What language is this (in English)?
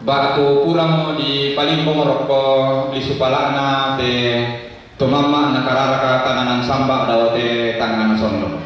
Toraja-Sa'dan